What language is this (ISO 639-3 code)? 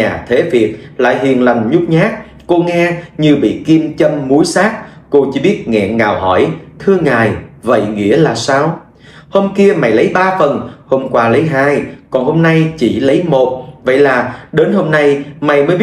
vie